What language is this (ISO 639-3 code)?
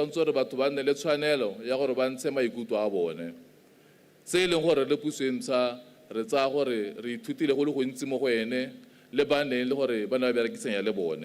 tsn